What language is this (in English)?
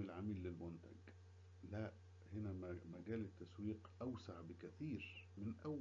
Egyptian Arabic